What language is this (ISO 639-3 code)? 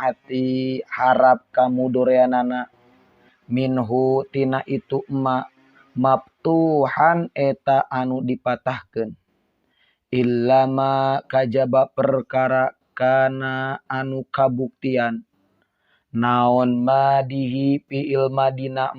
sun